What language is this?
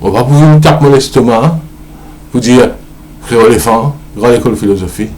Morisyen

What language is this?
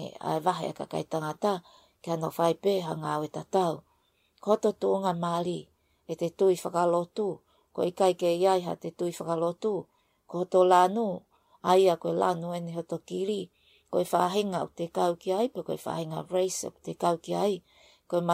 Tongan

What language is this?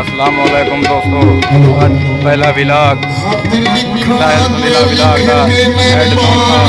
Saraiki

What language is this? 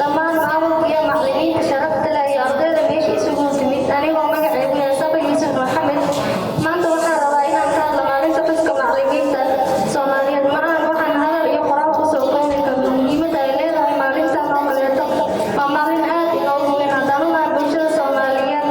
Somali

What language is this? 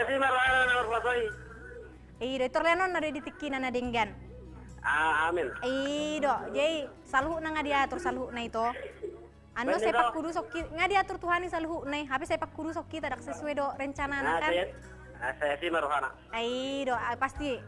Batak Toba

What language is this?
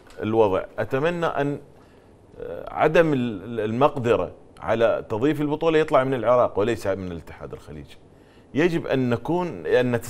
Mesopotamian Arabic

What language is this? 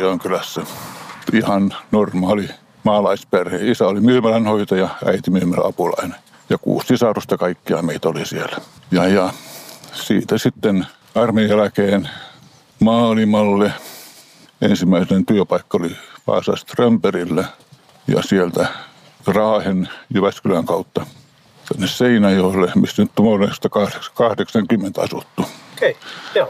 Finnish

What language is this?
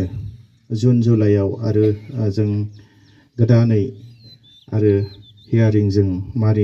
Bodo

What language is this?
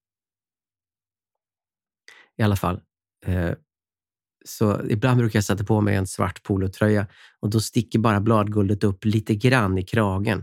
Swedish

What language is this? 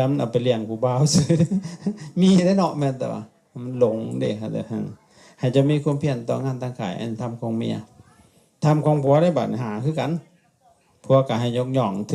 Lao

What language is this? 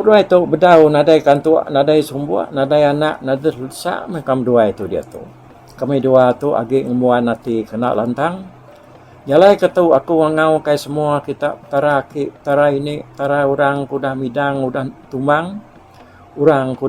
Iban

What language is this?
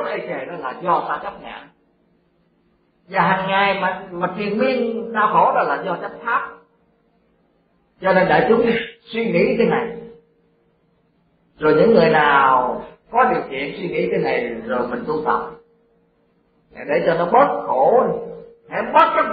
Vietnamese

